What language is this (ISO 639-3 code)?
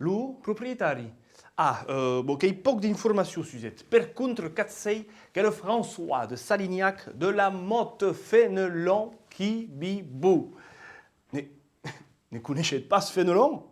oci